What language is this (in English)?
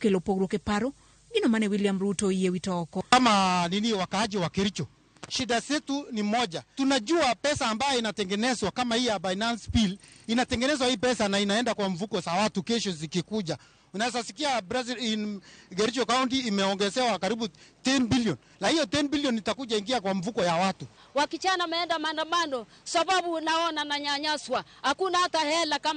Luo (Kenya and Tanzania)